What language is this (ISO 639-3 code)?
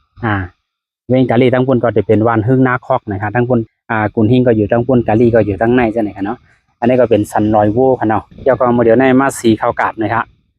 shn